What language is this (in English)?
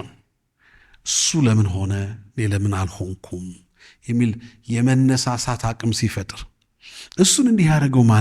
Amharic